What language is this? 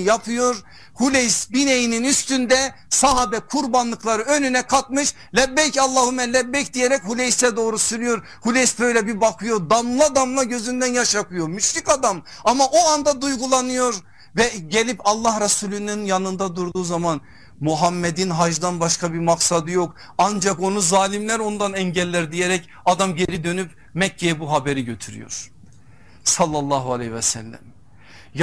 Turkish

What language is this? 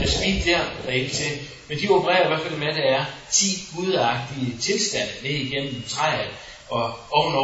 Danish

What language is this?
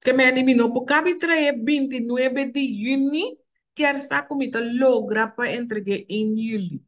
Papiamento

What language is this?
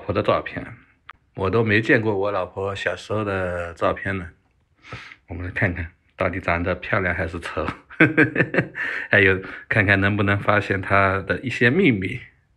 Chinese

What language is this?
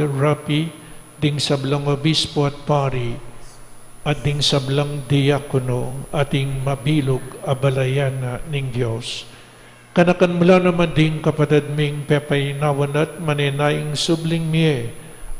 Pampanga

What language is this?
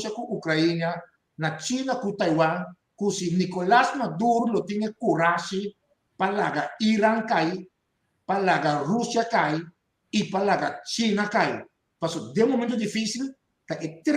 Papiamento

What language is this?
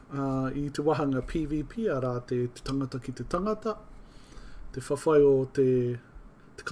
Māori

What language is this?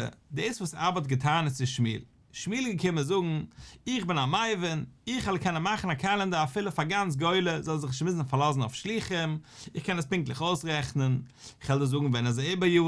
Yiddish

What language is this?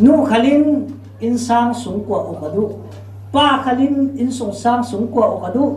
Falam Chin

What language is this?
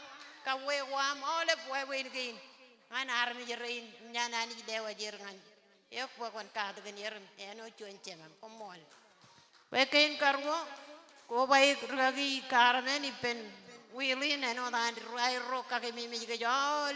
Marshallese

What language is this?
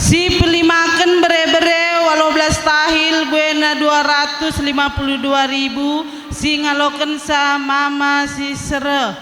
Batak Karo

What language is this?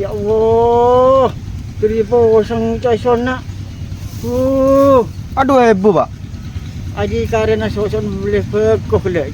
Madurese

